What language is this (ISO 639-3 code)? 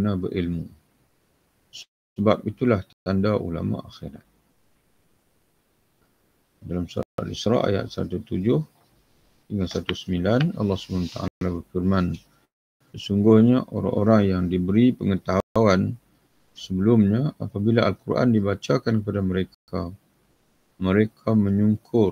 msa